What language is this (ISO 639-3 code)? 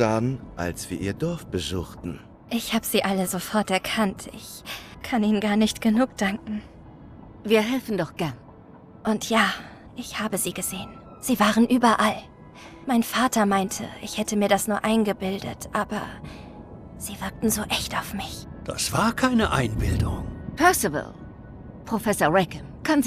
bar